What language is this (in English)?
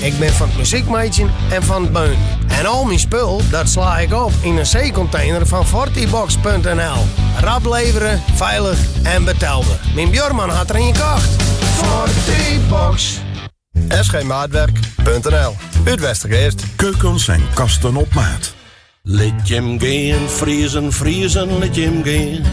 Western Frisian